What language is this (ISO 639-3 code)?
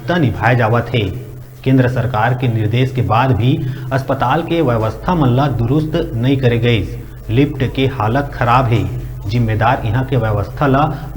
hne